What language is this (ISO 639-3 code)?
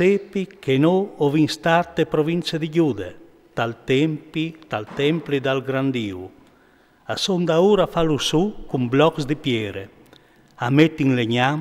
fur